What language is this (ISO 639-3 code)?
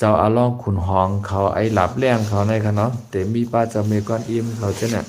shn